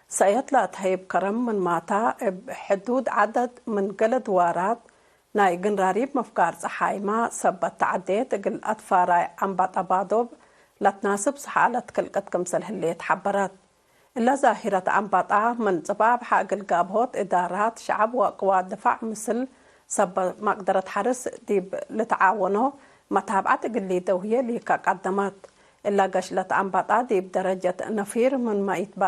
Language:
Tigre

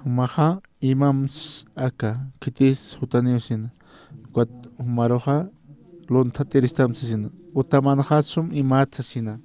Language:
Aymara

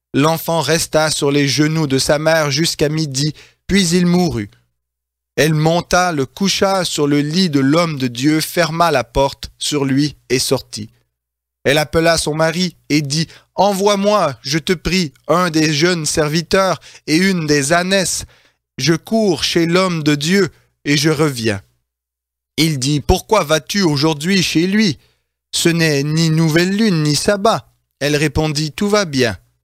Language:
French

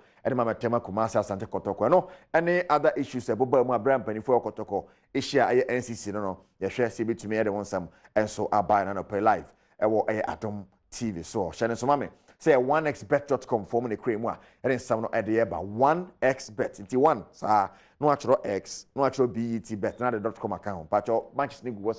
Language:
Akan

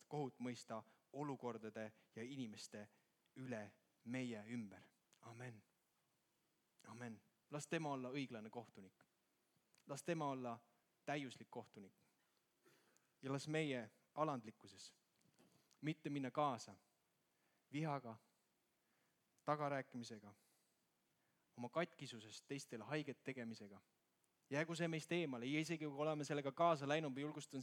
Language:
Estonian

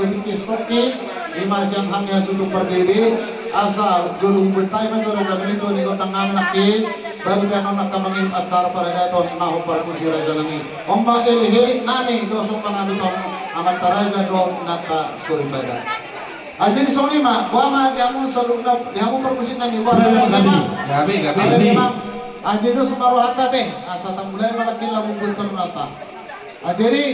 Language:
Batak Toba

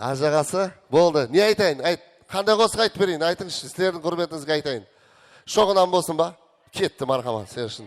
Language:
Kara-Kalpak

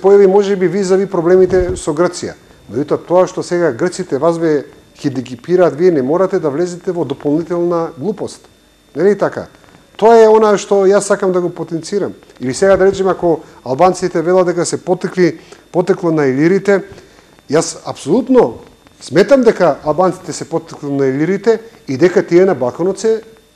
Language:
Macedonian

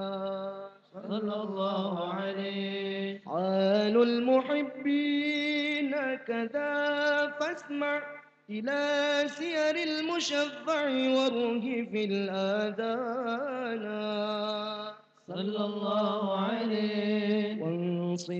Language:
Arabic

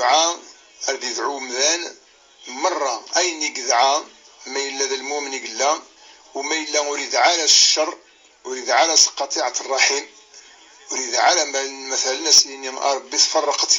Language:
Kabyle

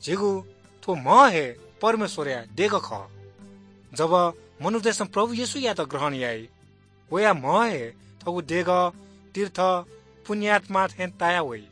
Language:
Newari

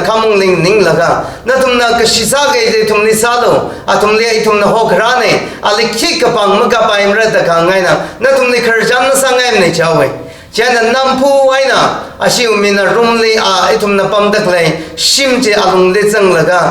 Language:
Tangkhul Naga (India)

